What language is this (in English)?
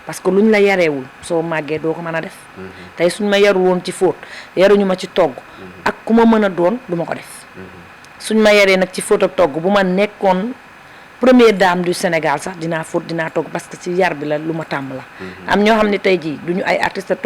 Wolof